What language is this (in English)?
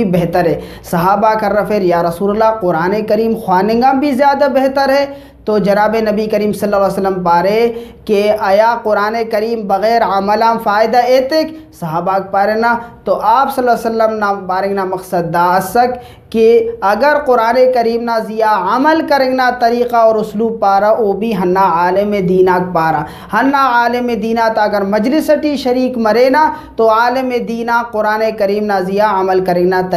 Brahui